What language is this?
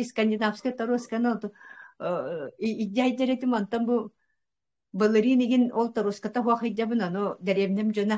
Yakut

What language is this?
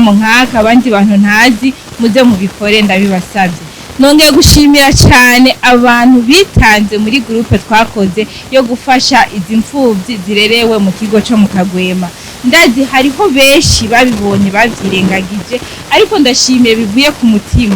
Rundi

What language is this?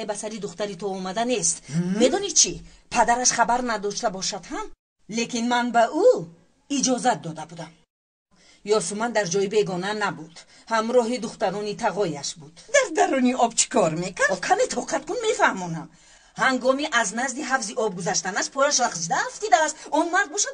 Tajik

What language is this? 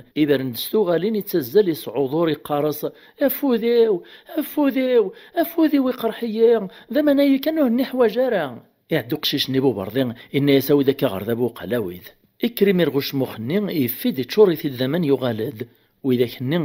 Kabyle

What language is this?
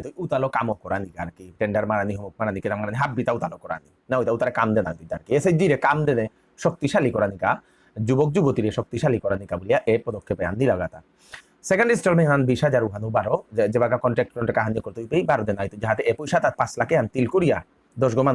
Bishnupriya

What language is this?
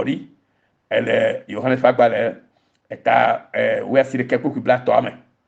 Ewe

